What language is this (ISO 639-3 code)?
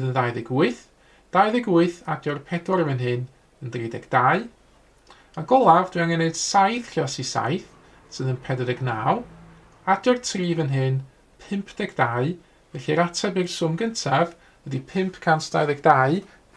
cym